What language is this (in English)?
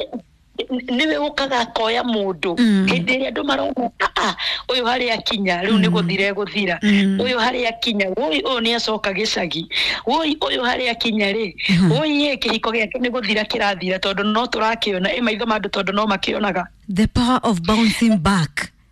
Kikuyu